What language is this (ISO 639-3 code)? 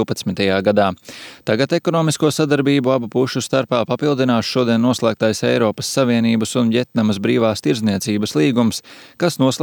lav